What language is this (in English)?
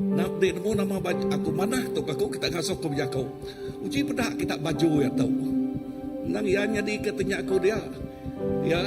Iban